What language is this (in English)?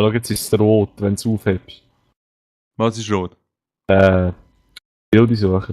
Swiss German